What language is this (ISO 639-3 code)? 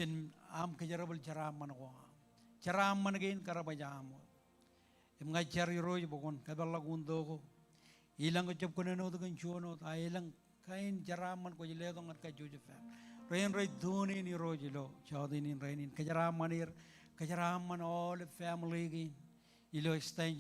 mah